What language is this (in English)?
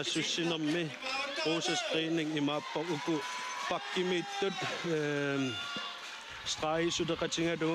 Kalaallisut